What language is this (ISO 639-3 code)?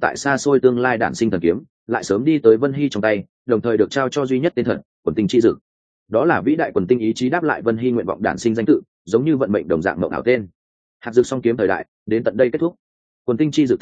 vie